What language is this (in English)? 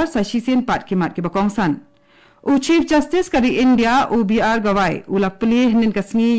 Khasi